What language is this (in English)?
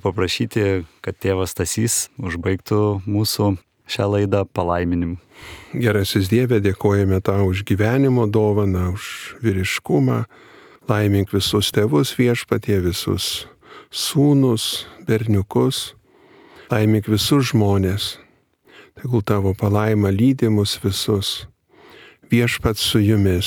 Lithuanian